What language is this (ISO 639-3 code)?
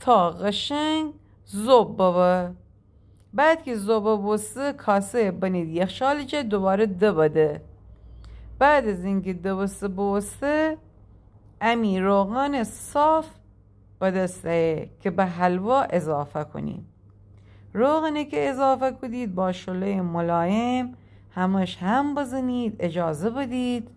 glk